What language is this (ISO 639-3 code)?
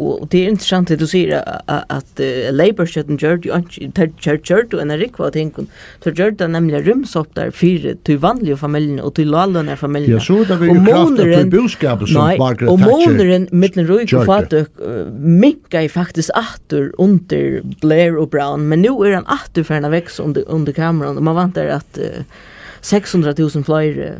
fao